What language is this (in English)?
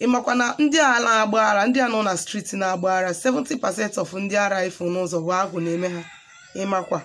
Igbo